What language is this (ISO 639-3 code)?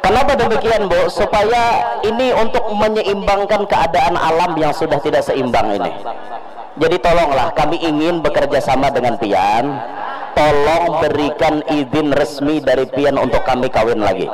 bjn